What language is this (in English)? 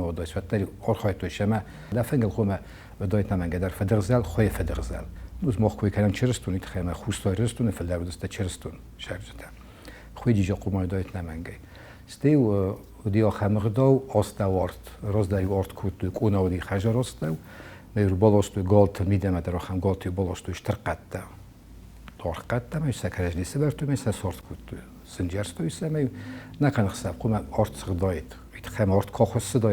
Ossetic